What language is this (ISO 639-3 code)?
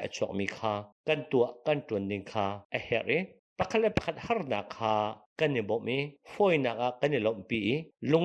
cnh